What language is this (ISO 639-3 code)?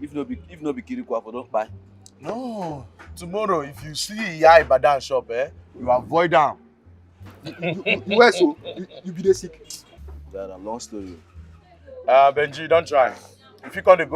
pcm